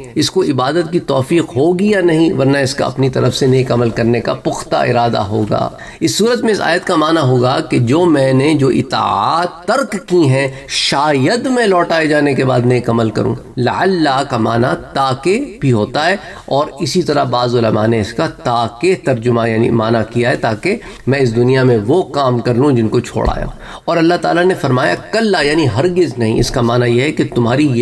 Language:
Urdu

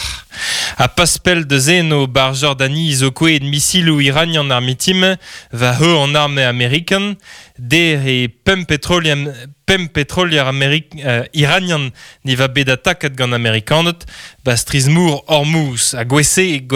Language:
Breton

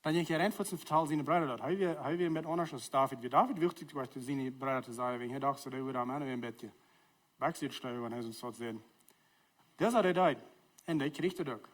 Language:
Plautdietsch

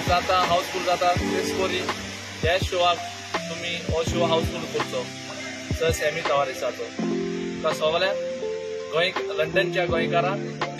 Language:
Konkani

